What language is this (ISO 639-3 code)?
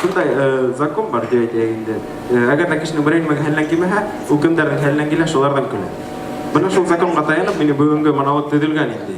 bak